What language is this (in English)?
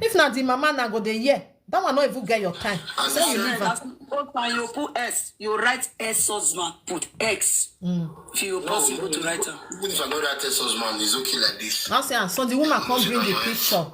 Nigerian Pidgin